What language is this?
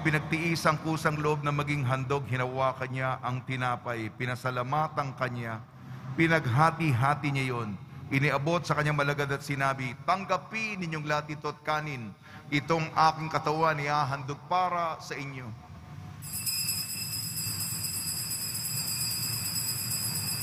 Filipino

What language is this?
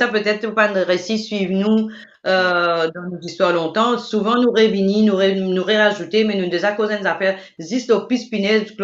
Morisyen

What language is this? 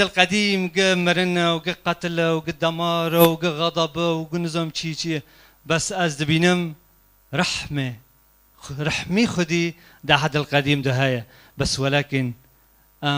Kurdish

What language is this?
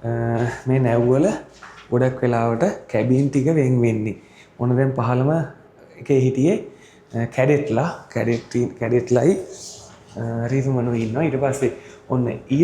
Sinhala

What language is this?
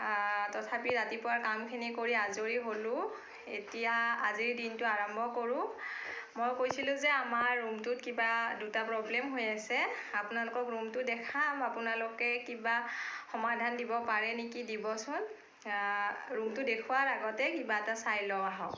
Assamese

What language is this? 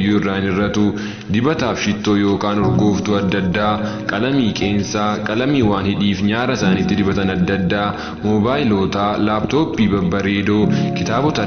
Oromo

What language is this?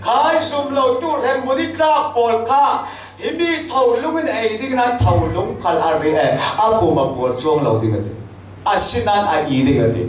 Falam Chin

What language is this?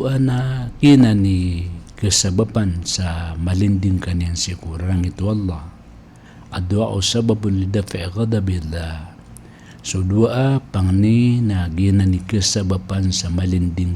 Maranao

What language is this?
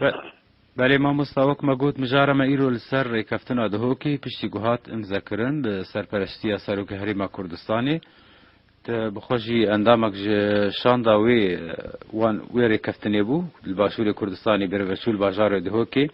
Kurdish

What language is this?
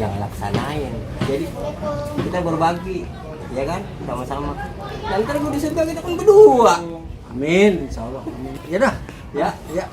Betawi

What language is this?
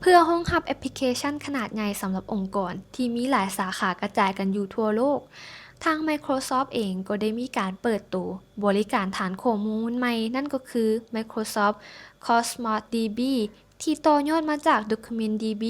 Lao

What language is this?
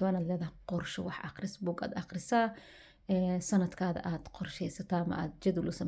Somali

